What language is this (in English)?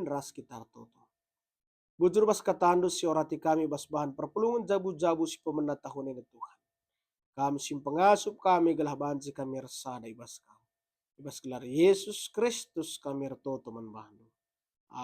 Batak Karo